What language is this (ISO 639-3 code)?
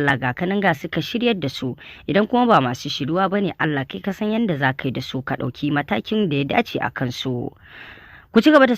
hau